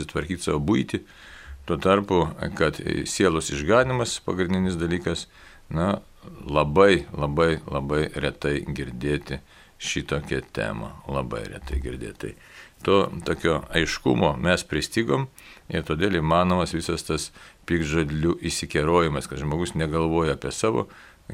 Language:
Lithuanian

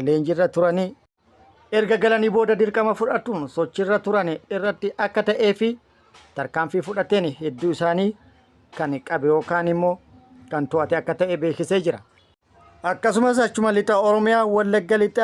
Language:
Oromo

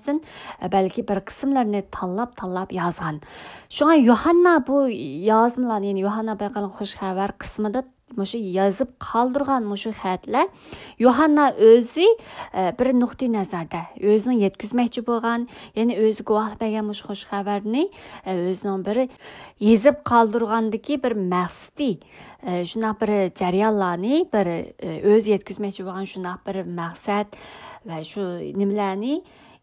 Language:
Uyghur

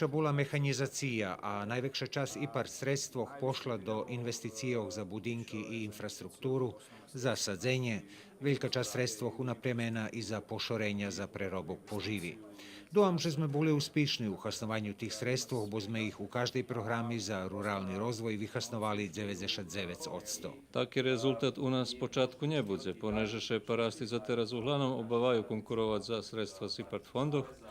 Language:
Rusyn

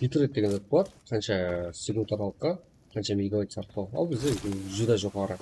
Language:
Kara-Kalpak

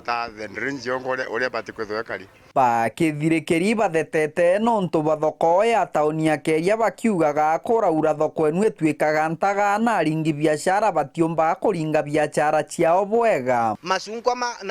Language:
Meru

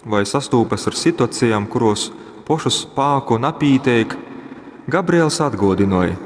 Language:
Latgalian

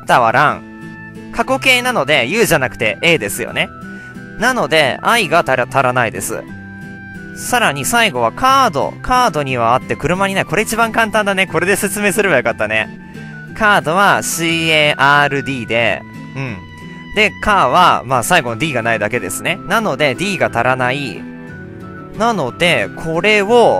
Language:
Japanese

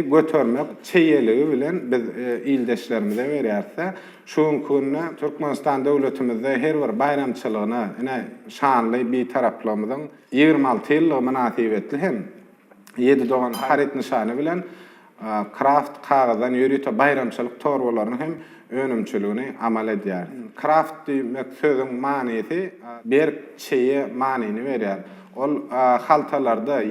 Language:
Turkmen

